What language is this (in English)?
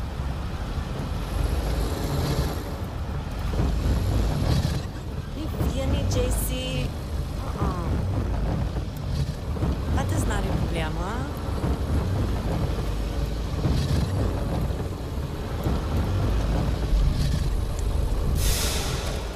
Afrikaans